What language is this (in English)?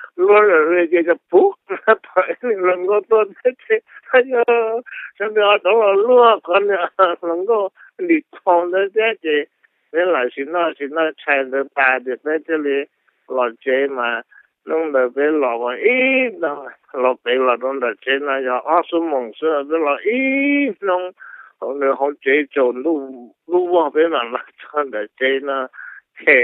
Hmong